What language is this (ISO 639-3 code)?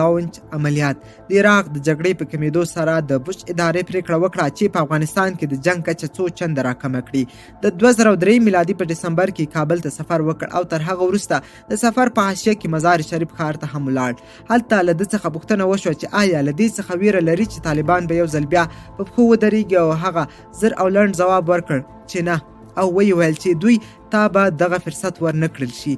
pus